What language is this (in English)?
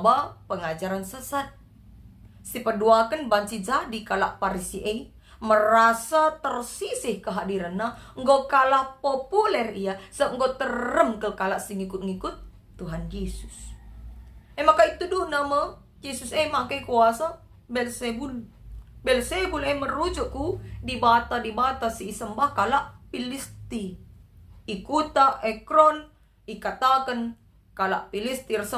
Batak Karo